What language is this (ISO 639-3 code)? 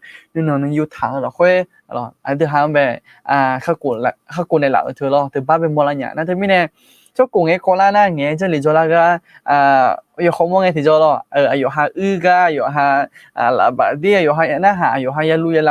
ahk